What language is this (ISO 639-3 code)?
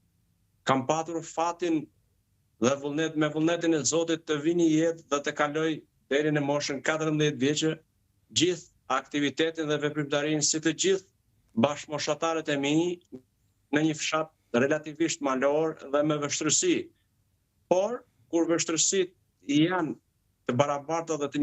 sqi